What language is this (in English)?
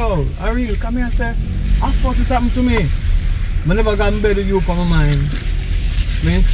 Jamaican Creole English